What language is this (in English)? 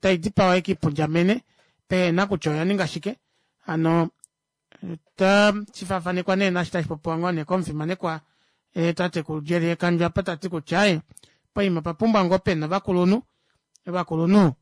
Kuanyama